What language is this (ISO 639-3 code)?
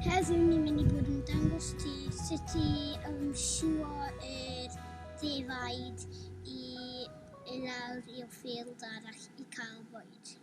cym